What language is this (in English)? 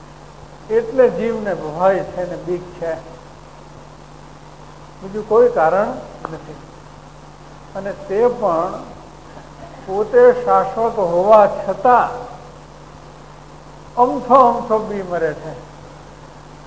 Gujarati